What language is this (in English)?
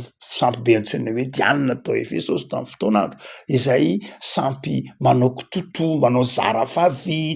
Malagasy